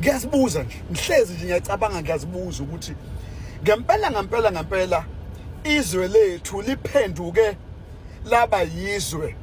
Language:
Zulu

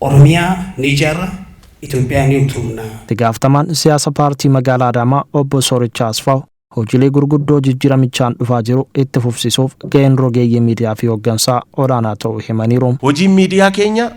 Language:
Oromo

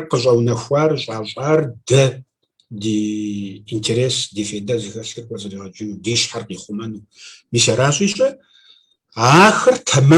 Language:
Kabardian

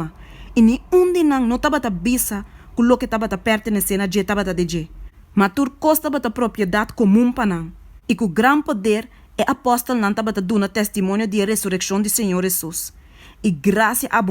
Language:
Papiamento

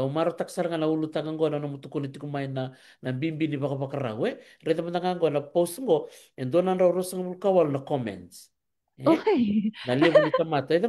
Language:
Fijian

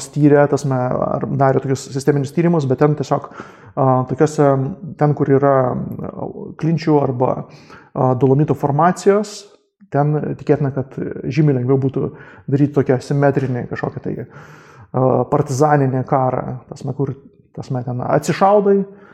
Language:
Lithuanian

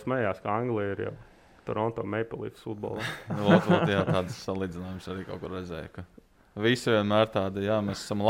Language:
Latvian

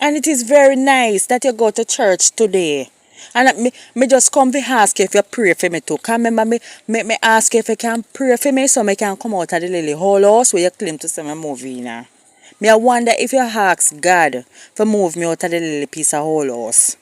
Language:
Jamaican Creole English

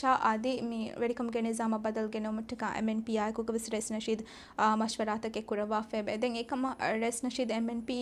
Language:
Divehi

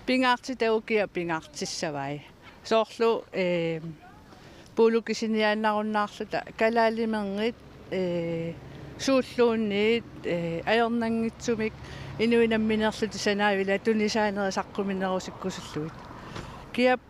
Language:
Kalaallisut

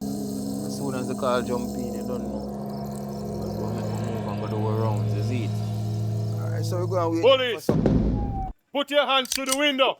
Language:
Jamaican Creole English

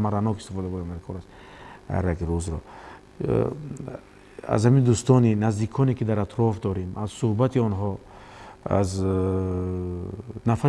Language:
Tajik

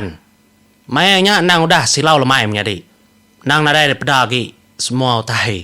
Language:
Iban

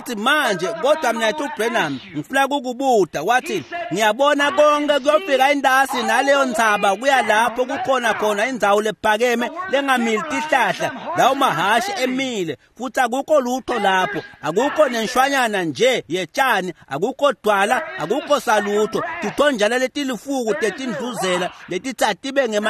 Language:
Swati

